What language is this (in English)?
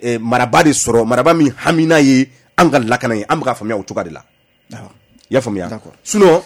Bambara